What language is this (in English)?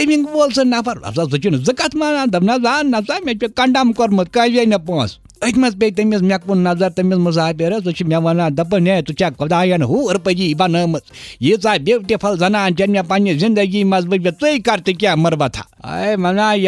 Kashmiri